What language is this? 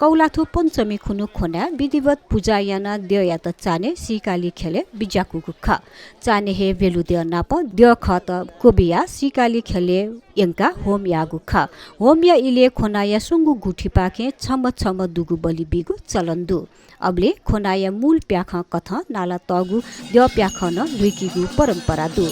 Newari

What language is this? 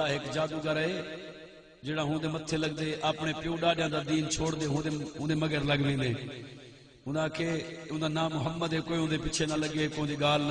Saraiki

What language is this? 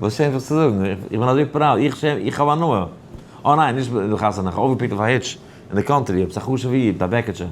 Yiddish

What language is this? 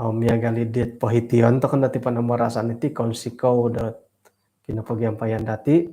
Central Dusun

